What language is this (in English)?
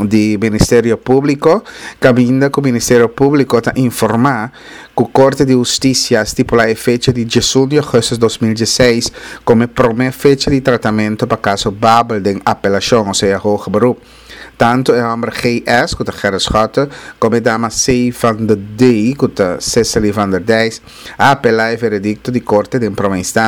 Papiamento